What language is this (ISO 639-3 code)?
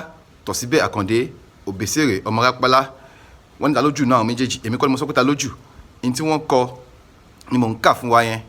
yor